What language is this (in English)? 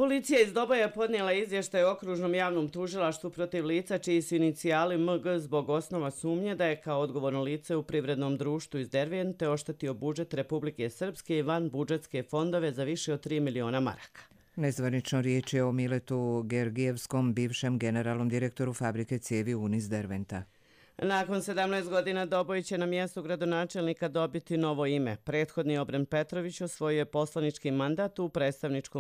Croatian